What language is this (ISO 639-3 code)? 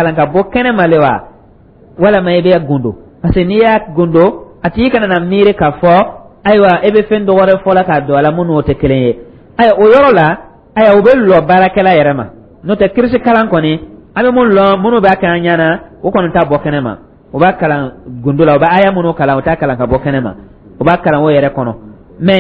dyu